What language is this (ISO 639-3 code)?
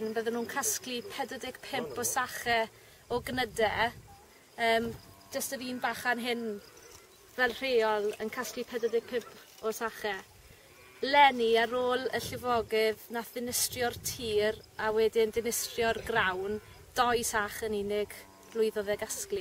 cym